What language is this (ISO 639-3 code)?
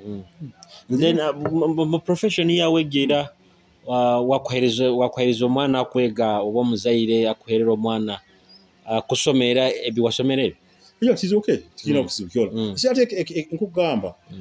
nyo